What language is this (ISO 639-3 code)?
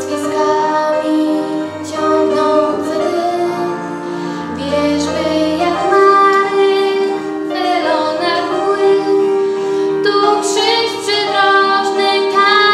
pol